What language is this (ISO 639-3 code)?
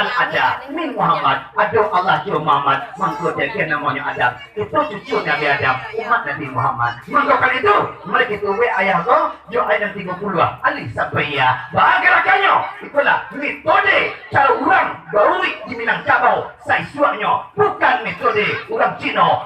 min